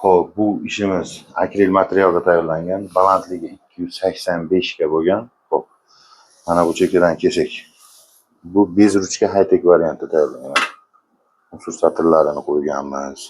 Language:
Uzbek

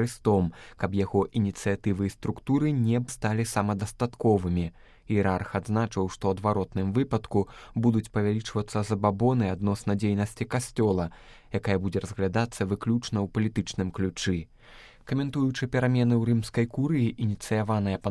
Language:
Belarusian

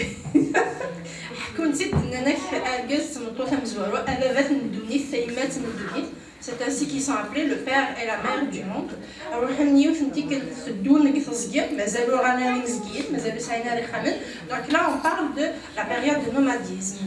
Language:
Kabyle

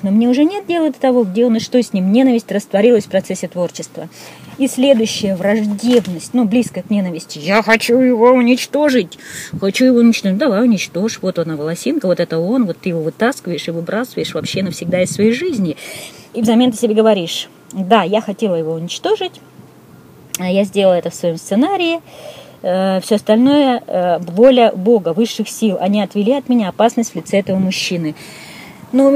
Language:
Russian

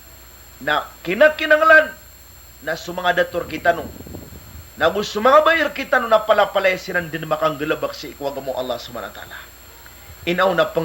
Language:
Maranao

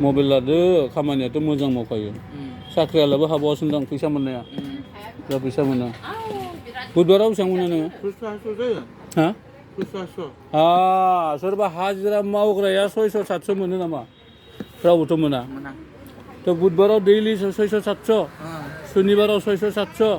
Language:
Bodo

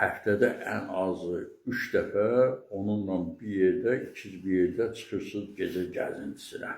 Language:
Azerbaijani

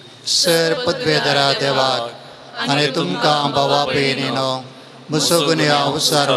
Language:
Konkani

